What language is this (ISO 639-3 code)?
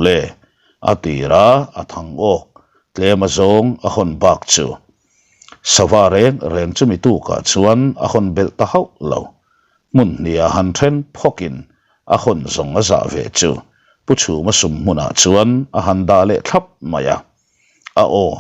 lus